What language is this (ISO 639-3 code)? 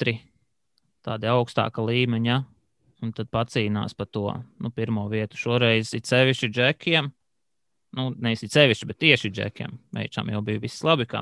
lav